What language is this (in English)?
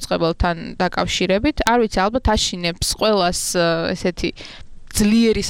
Georgian